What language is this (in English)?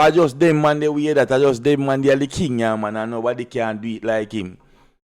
Jamaican Creole English